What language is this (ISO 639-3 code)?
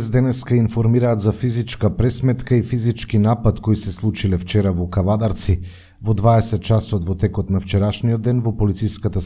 mkd